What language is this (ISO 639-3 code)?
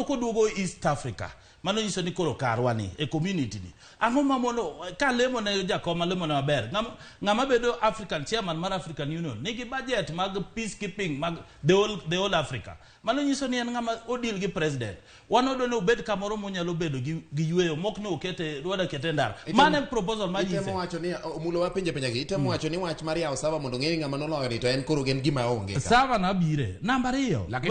luo